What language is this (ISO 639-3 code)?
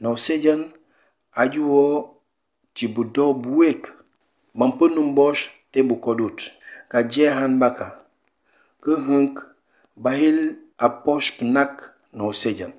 knf